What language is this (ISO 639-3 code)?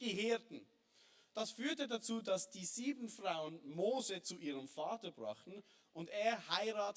gsw